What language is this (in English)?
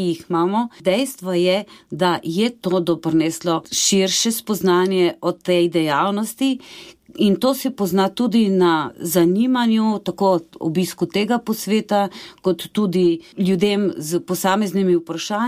Slovenian